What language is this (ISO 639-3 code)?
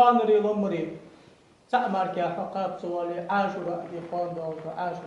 inh